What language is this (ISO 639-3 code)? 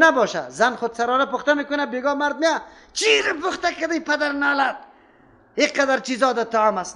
fas